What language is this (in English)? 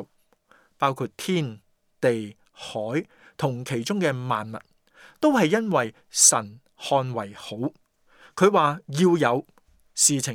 Cantonese